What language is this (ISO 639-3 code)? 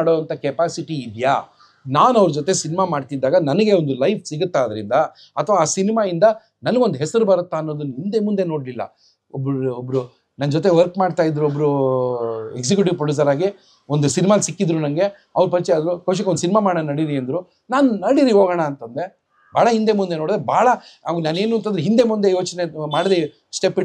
kan